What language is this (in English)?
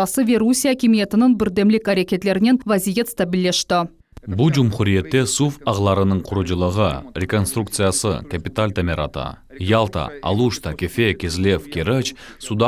Crimean Tatar